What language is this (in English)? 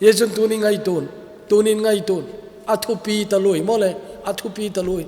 Thado Chin